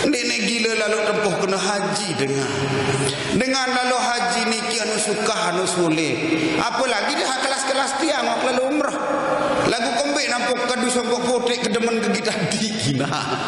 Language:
Sasak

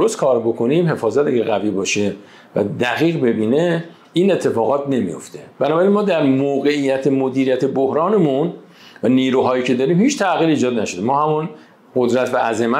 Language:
Persian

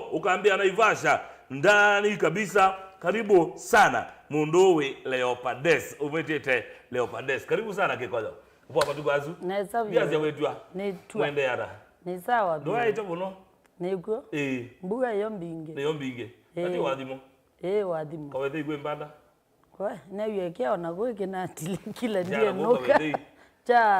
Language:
Kamba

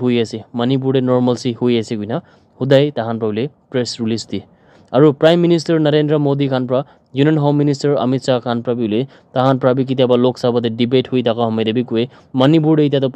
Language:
Naga Pidgin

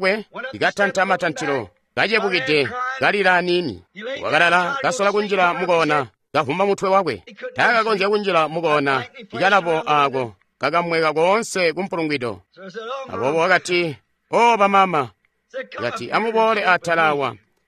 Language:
Tonga (Zambia)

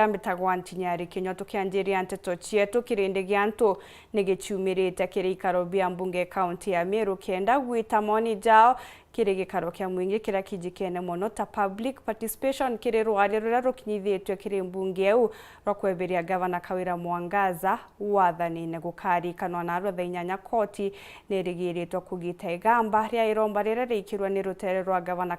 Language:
Meru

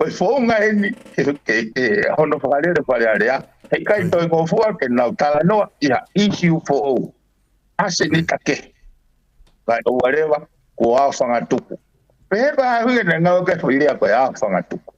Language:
Tongan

